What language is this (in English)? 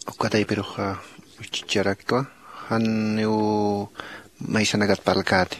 Aymara